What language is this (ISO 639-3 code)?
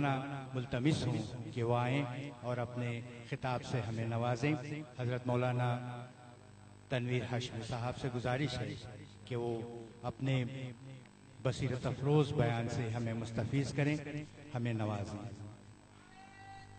urd